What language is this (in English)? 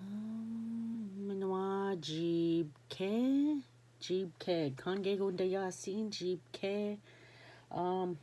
Ojibwa